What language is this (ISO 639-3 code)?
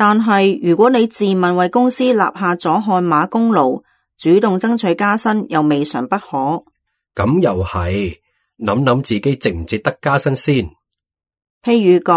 yue